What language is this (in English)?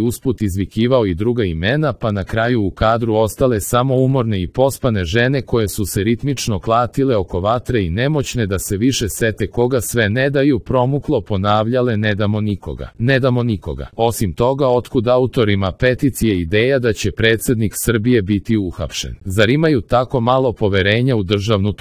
Serbian